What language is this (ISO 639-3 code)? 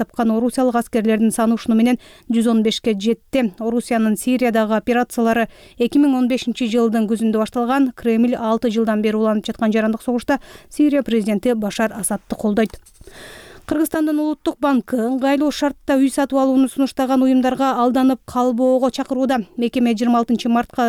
kir